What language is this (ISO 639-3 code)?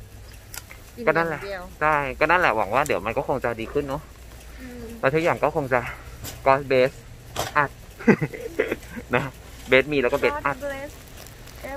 tha